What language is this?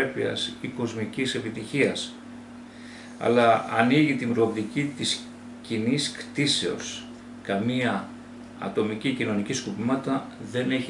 Greek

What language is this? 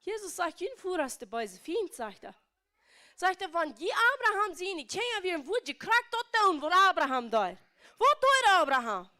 Plautdietsch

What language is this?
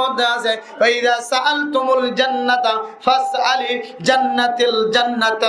Rohingya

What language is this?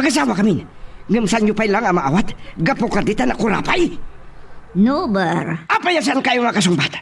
Iloko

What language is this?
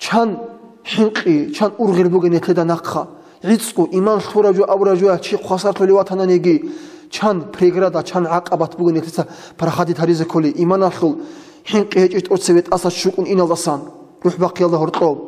Avaric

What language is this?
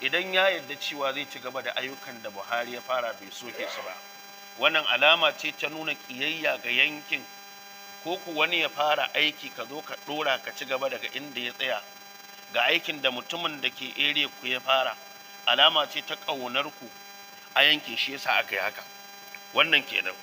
Hausa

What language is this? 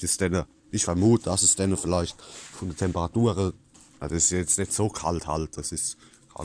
Palatine German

